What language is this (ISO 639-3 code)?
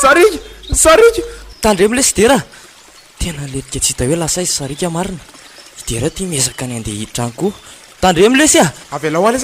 mlg